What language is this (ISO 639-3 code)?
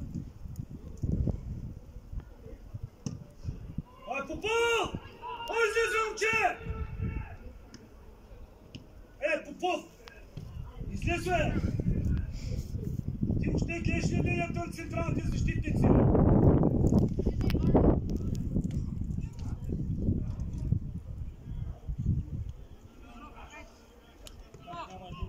bul